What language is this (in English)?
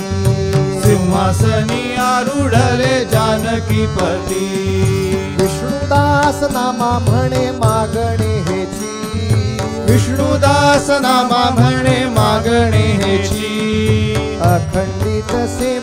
Marathi